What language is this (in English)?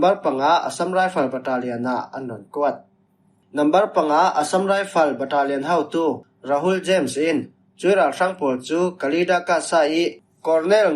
Falam Chin